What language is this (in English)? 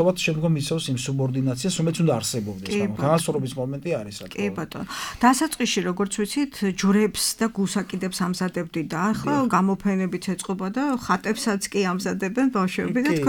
Georgian